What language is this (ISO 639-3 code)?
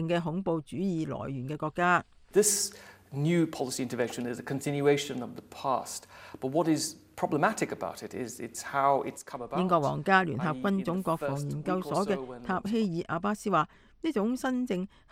yue